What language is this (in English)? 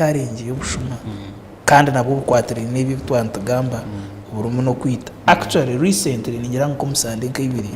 Nyankole